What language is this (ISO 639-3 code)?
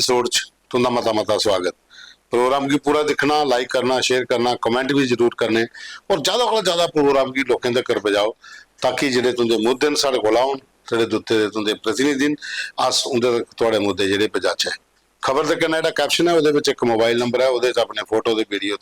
doi